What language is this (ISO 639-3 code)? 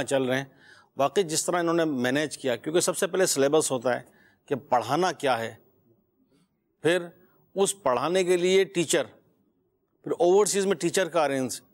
urd